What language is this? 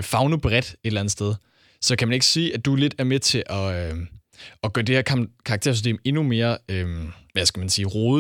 Danish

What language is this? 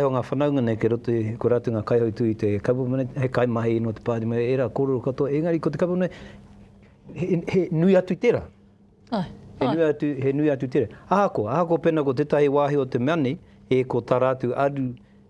Māori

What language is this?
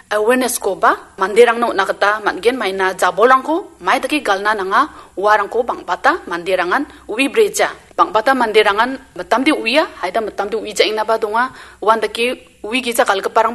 Garo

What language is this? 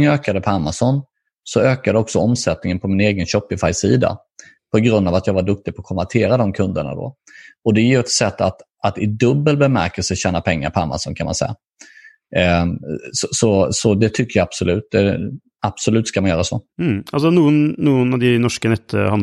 Swedish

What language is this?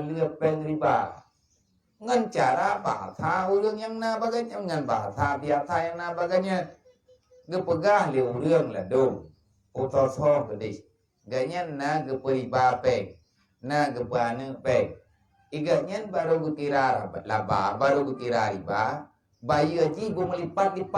Achinese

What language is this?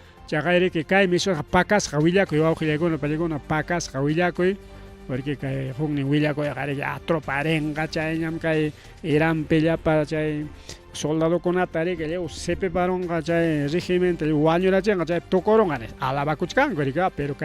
Ayacucho Quechua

